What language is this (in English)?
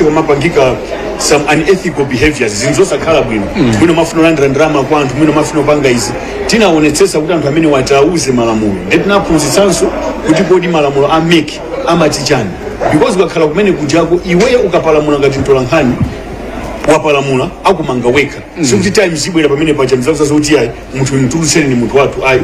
Nyanja